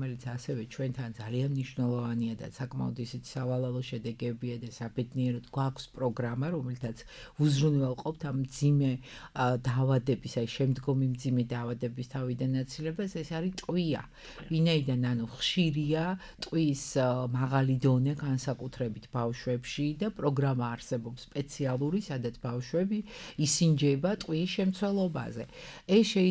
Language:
Georgian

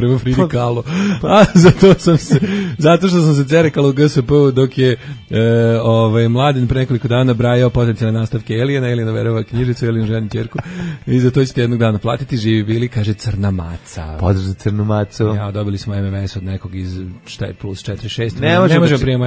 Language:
Serbian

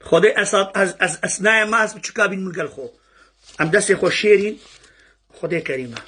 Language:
Kurdish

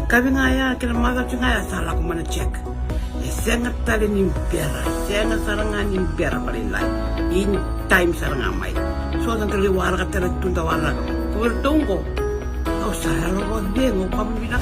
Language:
Fijian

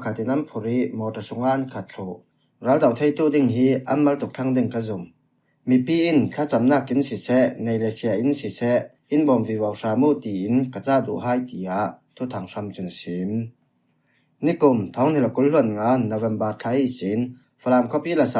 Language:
Falam Chin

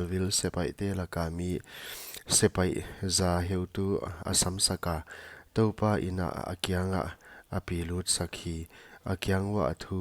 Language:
Paite Chin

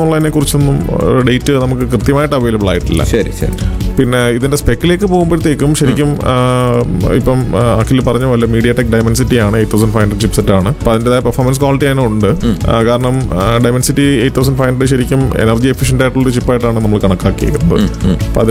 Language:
Malayalam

